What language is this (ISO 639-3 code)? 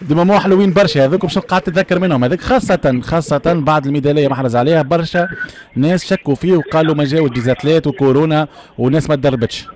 aeb